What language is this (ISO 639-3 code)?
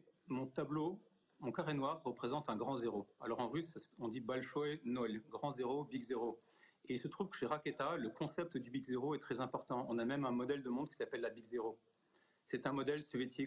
fra